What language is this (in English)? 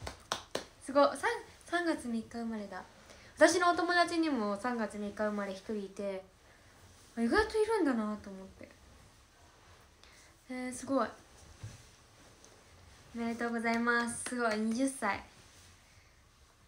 Japanese